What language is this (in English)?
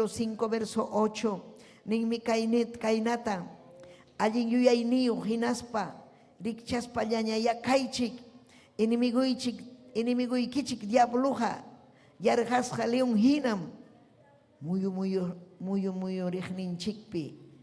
Ayacucho Quechua